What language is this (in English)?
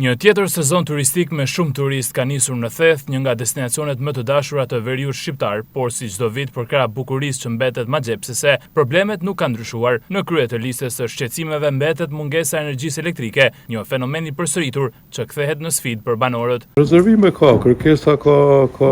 Albanian